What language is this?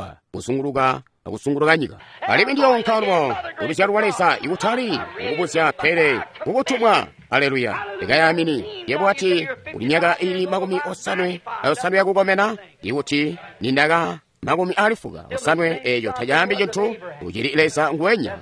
Tonga (Zambia)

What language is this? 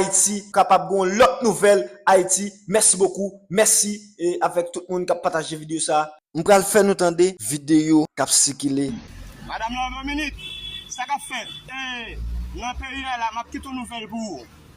Haitian Creole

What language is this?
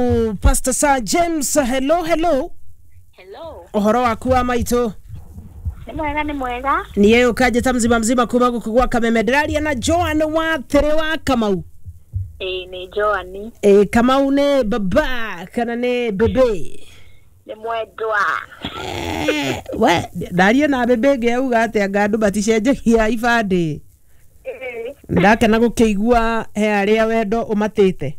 Kikuyu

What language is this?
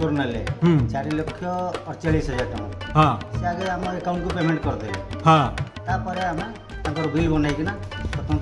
Odia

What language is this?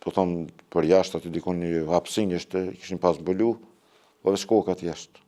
Albanian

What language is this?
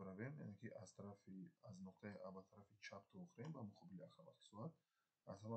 Tajik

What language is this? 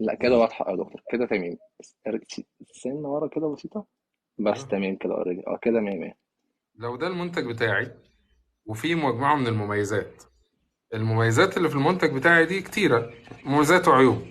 Egyptian Arabic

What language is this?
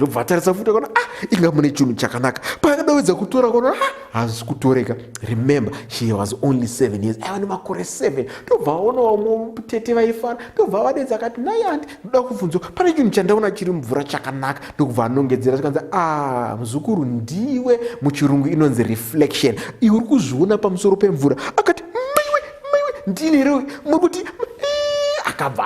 Shona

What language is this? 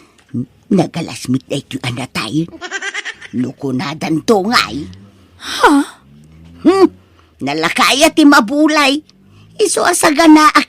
Iloko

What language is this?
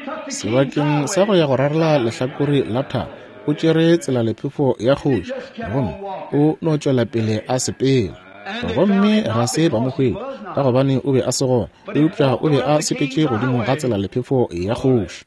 Northern Sotho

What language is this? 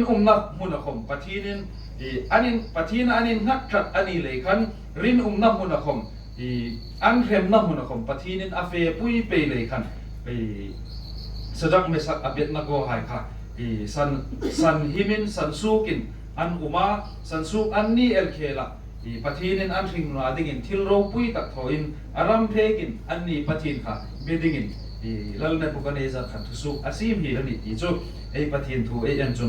Hmar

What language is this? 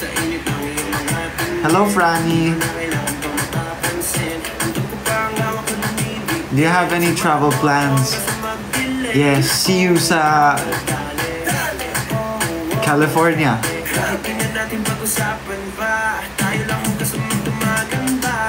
Filipino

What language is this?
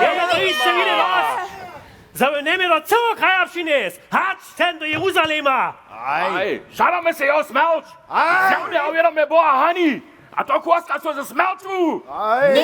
Upper Sorbian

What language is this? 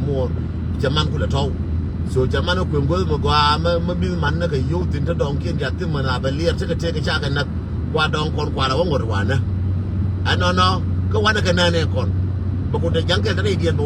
Nuer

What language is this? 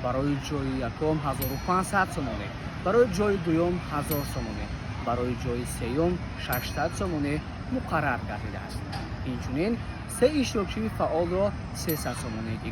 Tajik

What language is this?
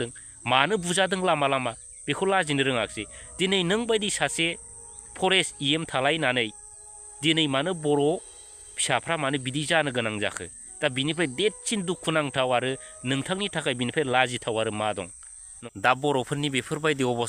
Bodo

